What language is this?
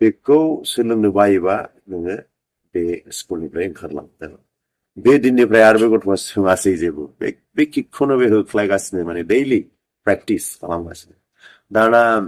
Bodo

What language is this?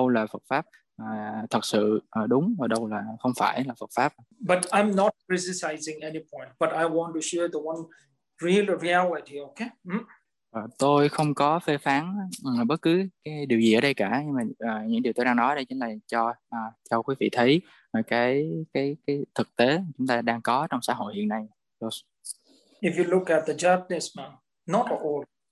Vietnamese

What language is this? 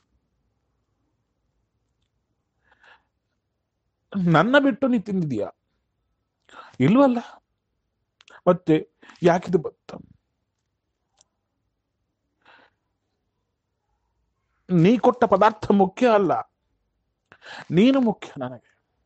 Kannada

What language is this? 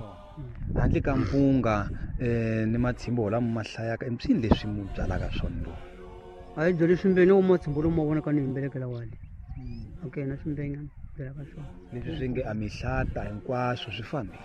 Tsonga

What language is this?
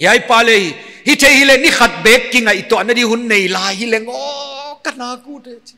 Paite Chin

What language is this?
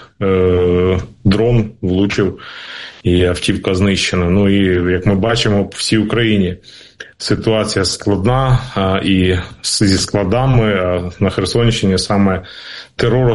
Ukrainian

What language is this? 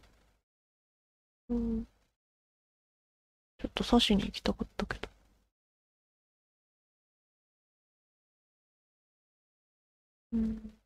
Japanese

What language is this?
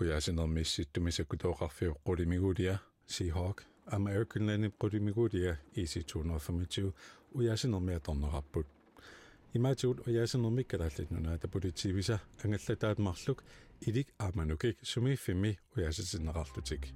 Kalaallisut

